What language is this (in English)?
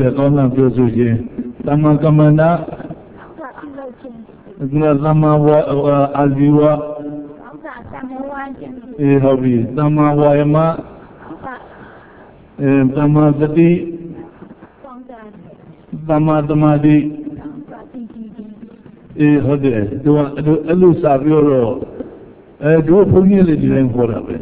Burmese